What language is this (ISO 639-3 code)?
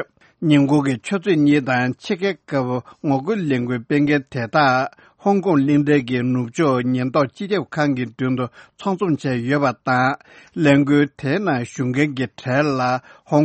bod